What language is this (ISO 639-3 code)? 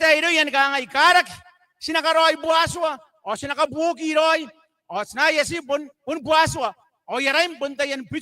gil